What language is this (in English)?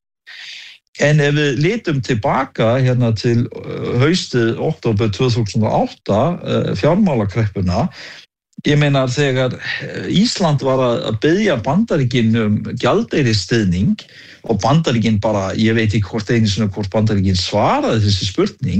Icelandic